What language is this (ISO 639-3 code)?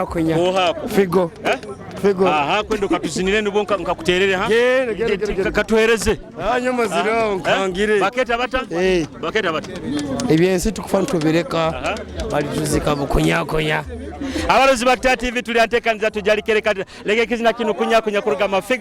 nyo